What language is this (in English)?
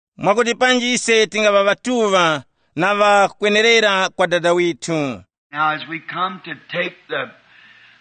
Tumbuka